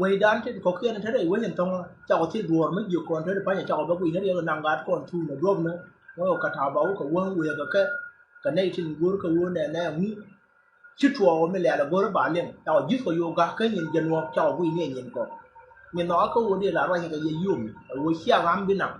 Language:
Nuer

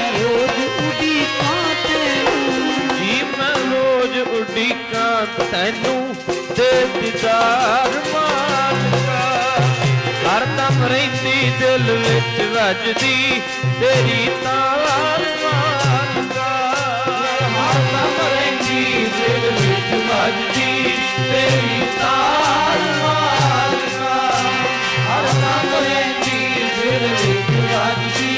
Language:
Punjabi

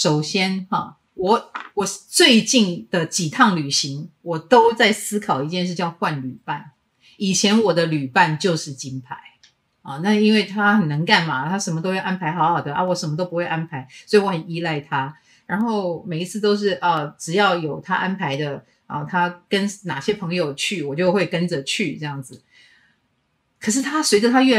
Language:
Chinese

